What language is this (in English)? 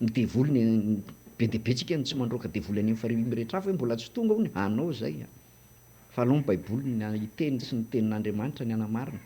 Malagasy